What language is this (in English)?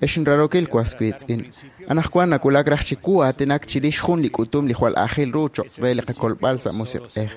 Kekchí